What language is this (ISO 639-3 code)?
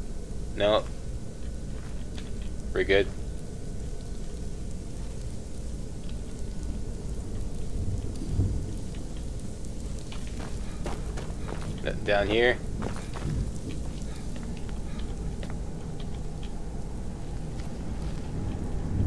eng